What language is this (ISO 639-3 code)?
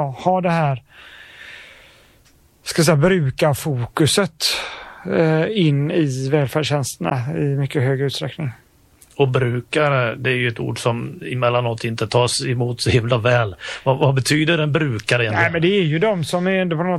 swe